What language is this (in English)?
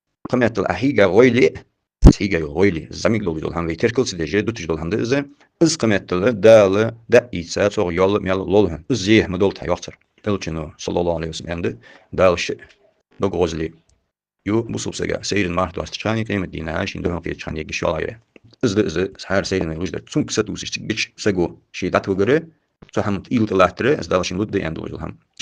Ingush